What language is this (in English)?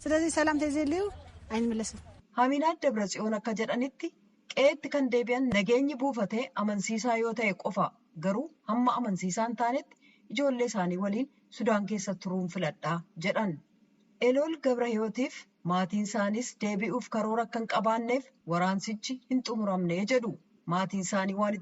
Oromo